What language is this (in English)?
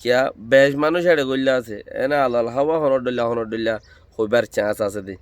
Rohingya